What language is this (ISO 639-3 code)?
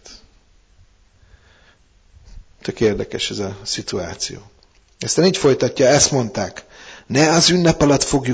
hun